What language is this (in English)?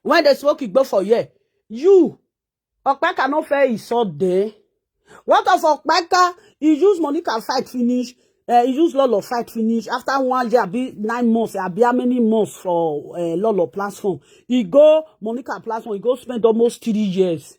Nigerian Pidgin